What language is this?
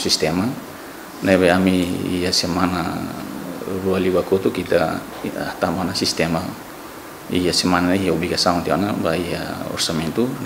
Tetum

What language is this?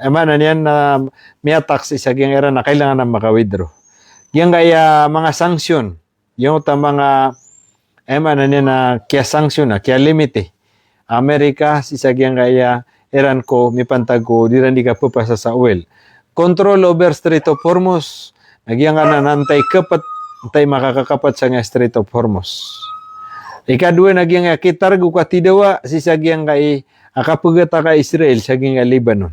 Maranao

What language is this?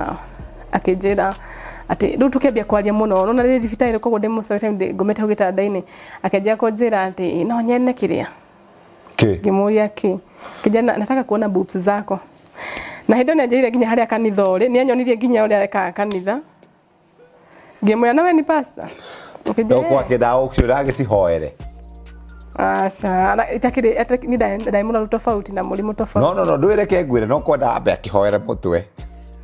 Kikuyu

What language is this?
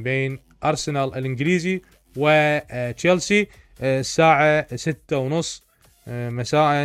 Mesopotamian Arabic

